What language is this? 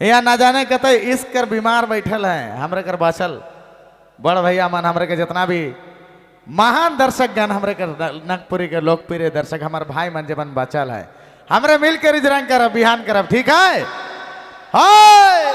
Sadri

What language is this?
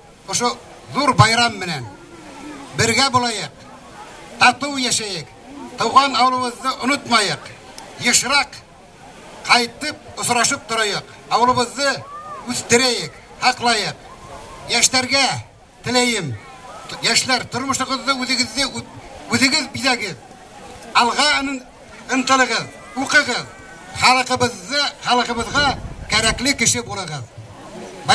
Bashkir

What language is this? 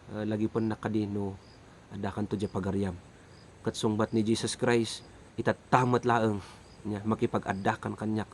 Iloko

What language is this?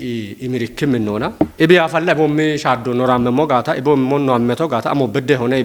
Kafa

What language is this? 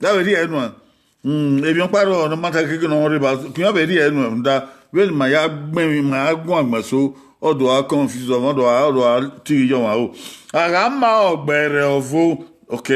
Bini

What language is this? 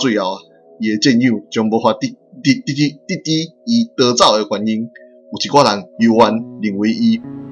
Min Nan Chinese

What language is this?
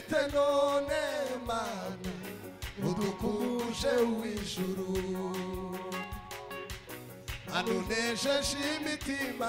Kinyarwanda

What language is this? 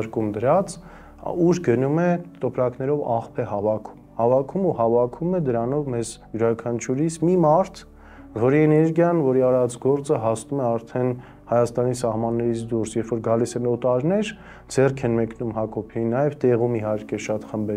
Armenian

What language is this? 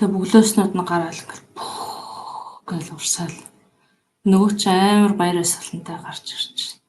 Mongolian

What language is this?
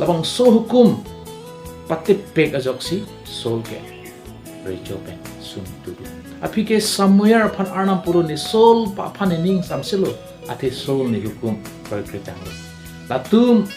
Karbi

